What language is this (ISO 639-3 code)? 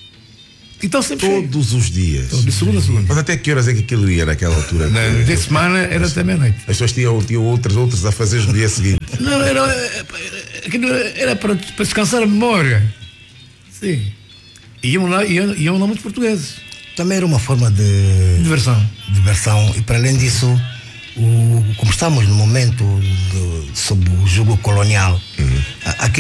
por